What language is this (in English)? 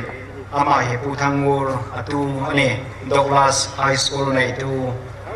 Hmar